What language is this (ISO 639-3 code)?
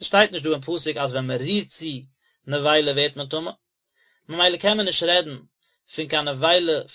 yid